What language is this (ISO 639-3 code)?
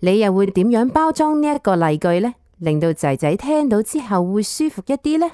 yue